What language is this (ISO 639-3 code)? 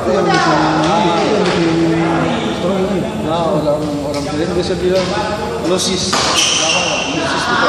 abs